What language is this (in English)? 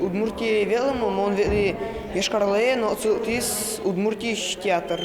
Udmurt